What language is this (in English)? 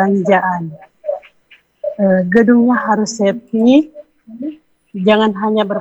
Indonesian